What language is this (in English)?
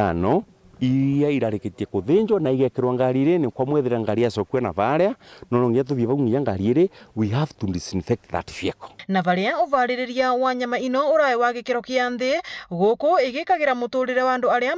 Meru